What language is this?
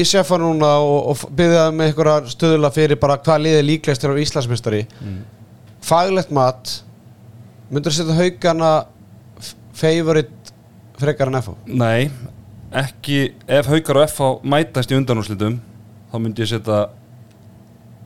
Icelandic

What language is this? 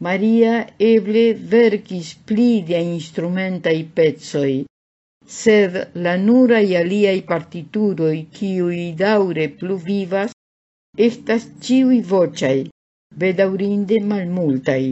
Esperanto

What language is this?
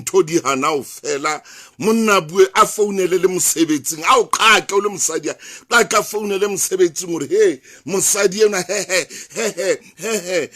Southern Sotho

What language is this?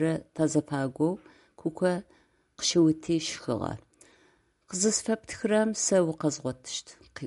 Adyghe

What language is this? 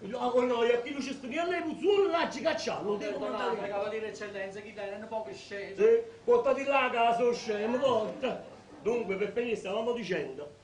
Neapolitan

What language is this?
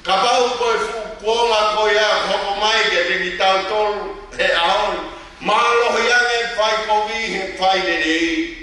Tongan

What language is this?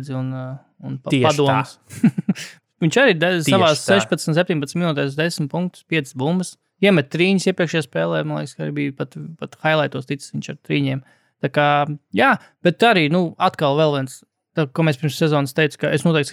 Latvian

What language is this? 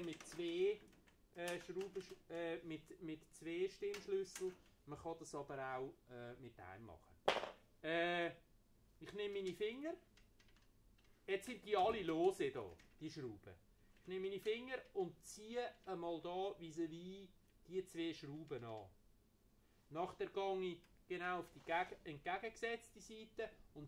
German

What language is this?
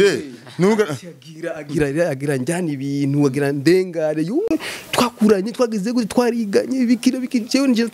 Rundi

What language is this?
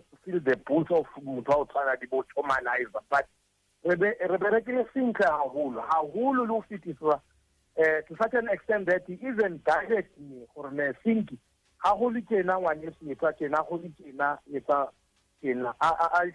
Southern Sotho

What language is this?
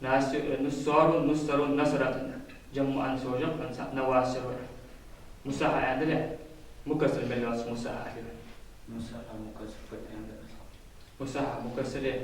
Ingush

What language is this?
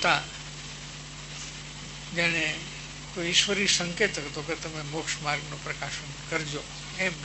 Gujarati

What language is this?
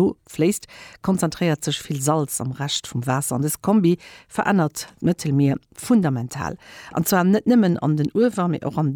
Luxembourgish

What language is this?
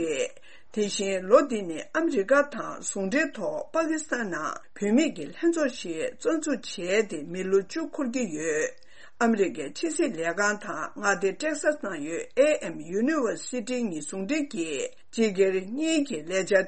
Tibetan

